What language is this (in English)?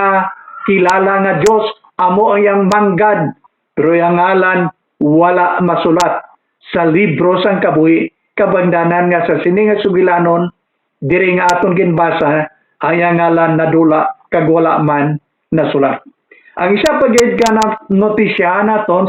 Hiligaynon